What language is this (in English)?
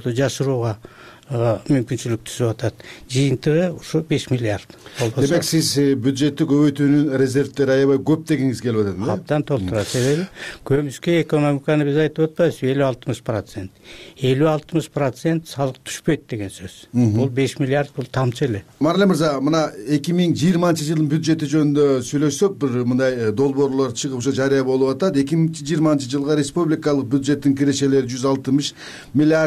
Kyrgyz